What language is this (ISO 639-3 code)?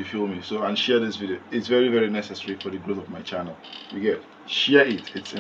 pcm